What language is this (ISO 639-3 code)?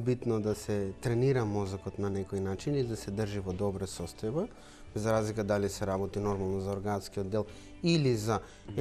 mkd